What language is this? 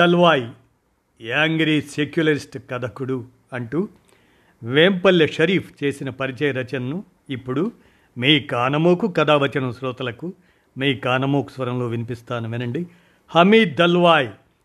Telugu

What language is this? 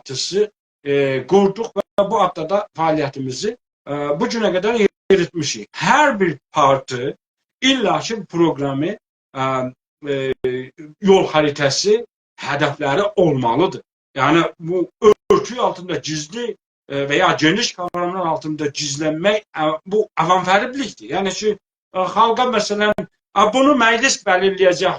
South Azerbaijani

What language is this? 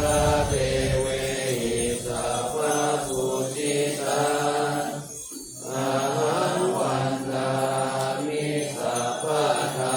Pali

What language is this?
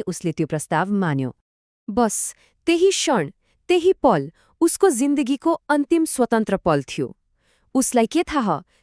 Nepali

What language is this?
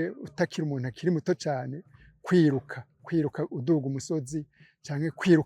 Rundi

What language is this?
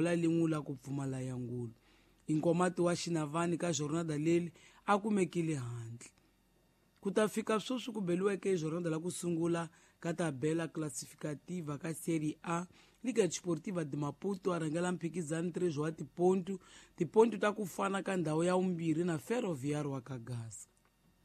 Tsonga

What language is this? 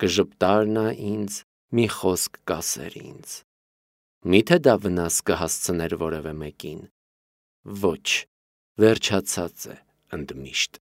Armenian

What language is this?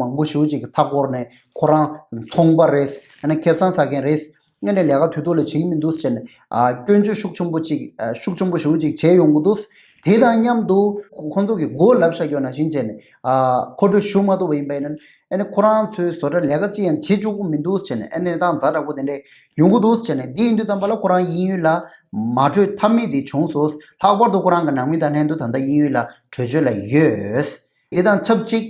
Tibetan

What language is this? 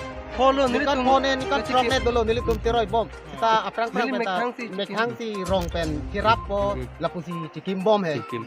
Karbi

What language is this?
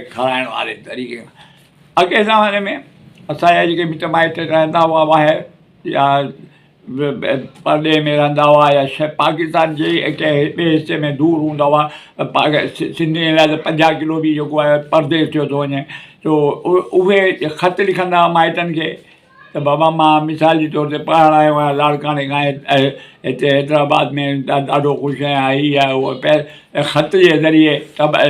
Sindhi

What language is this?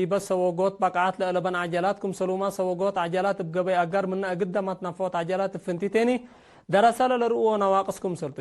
Tigre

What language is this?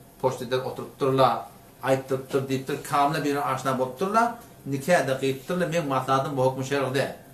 Turkmen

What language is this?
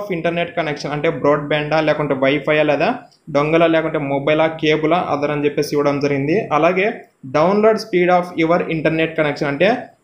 Telugu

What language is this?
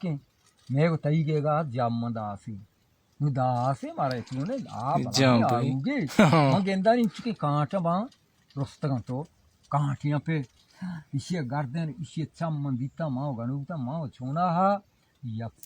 Baluchi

